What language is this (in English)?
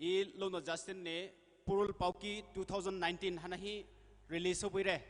Poumei Naga